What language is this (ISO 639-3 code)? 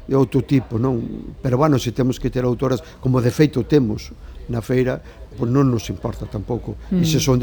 glg